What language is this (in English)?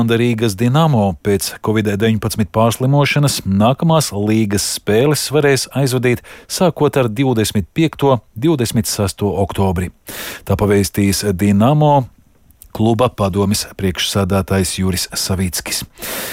Latvian